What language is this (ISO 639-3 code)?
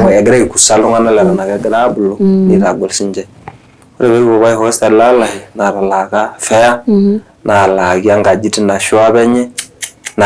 mas